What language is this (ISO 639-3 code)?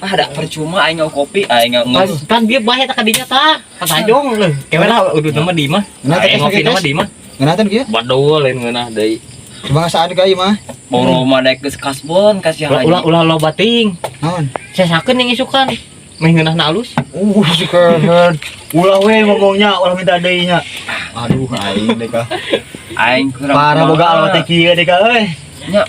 sun